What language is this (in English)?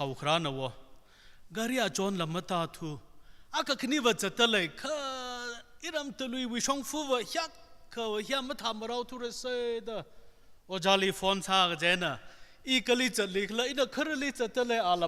Tangkhul Naga (India)